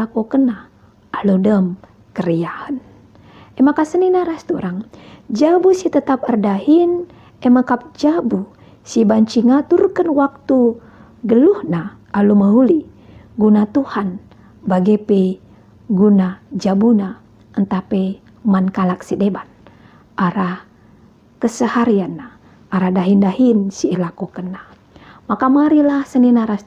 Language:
Batak Karo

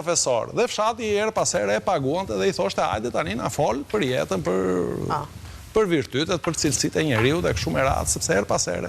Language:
Albanian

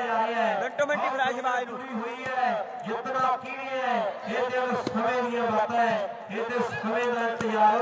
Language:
Punjabi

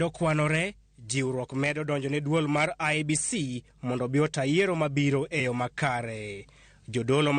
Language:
Luo (Kenya and Tanzania)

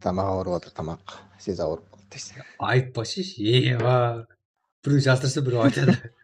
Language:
Kara-Kalpak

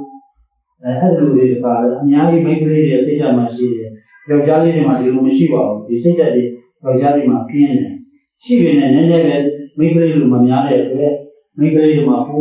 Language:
Burmese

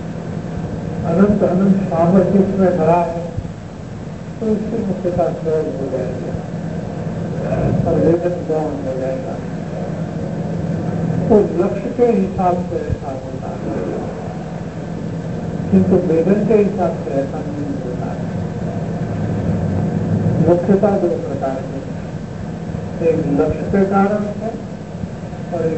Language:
Hindi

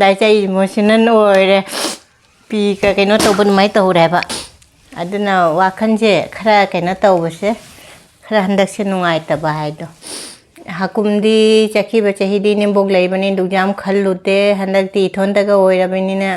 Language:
Manipuri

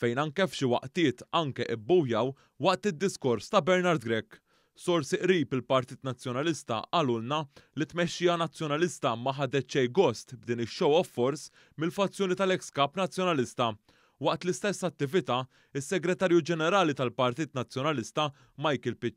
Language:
Maltese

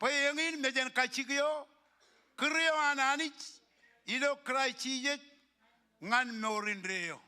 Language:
Marshallese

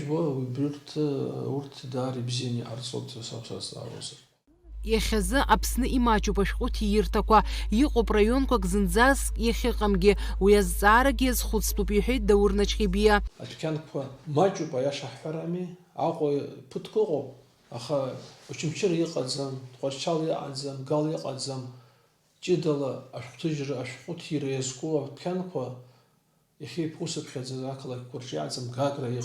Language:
Abkhazian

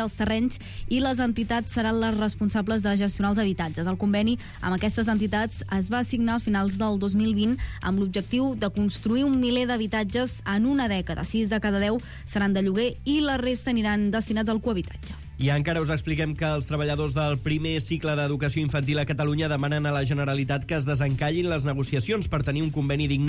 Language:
Catalan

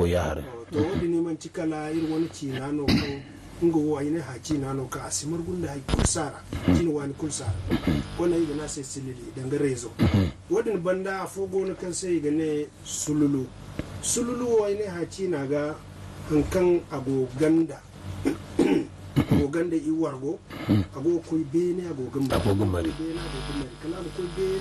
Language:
Zarma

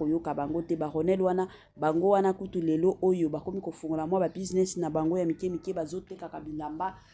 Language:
Lingala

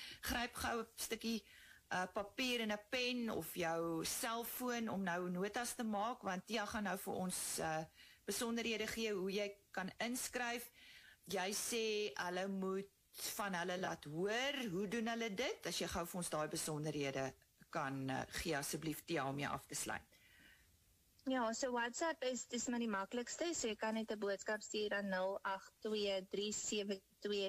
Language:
Afrikaans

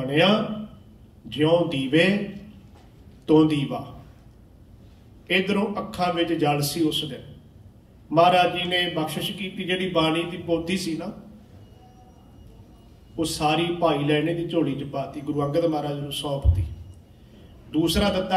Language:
Punjabi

